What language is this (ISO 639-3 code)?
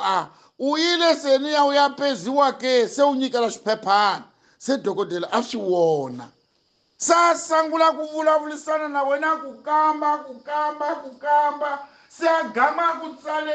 tso